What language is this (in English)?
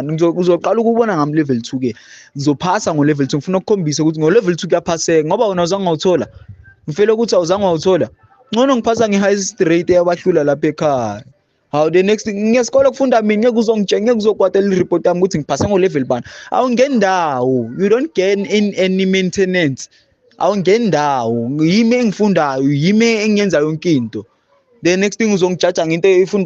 Zulu